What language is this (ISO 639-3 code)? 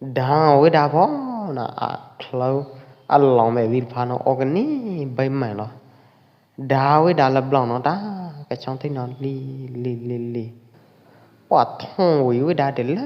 kjp